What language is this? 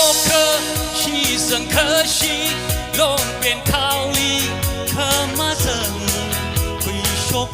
Tangkhul Naga (India)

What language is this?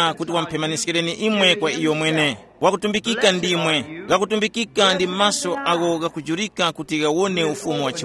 Tumbuka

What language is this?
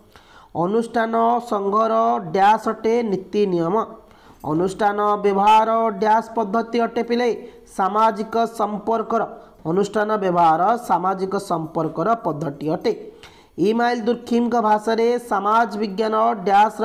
Odia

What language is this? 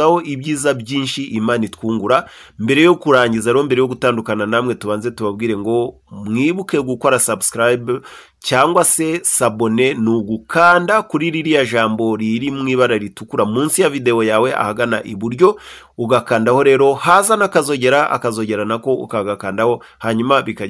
Kinyarwanda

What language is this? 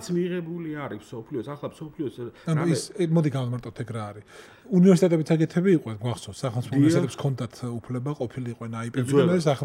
Georgian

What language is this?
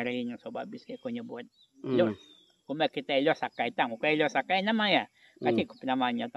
Iban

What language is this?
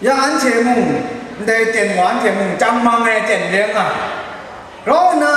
Kachin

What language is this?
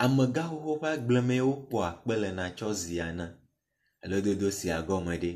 Ewe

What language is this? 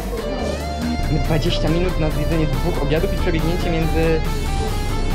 Polish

